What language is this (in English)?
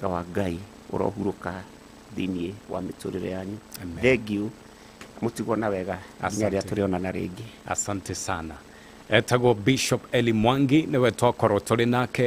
Kikuyu